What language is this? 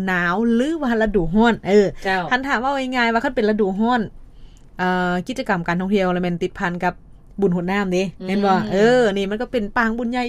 Lao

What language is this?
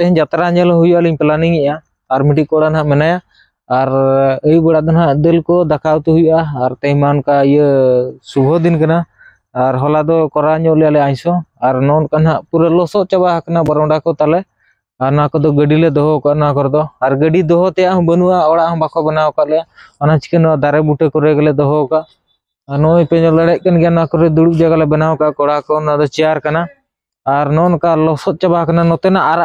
Santali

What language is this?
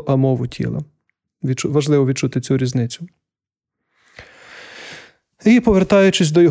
Ukrainian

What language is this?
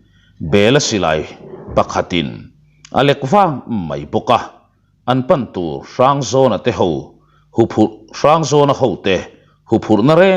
Mizo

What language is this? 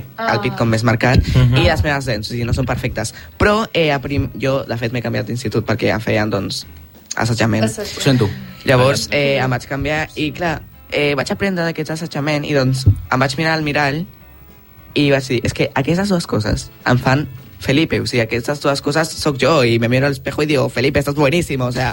Catalan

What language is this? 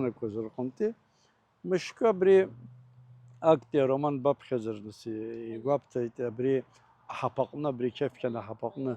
Abkhazian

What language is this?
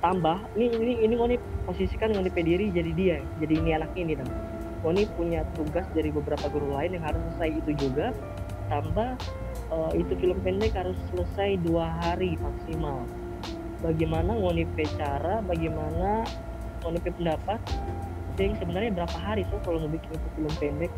Manado Malay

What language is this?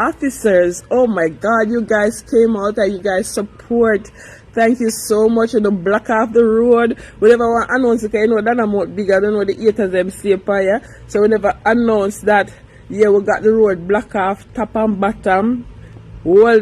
Jamaican Creole English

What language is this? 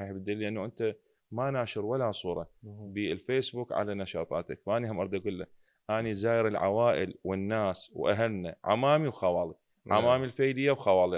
Mesopotamian Arabic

